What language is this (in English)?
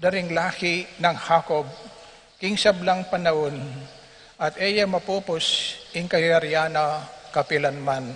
Pampanga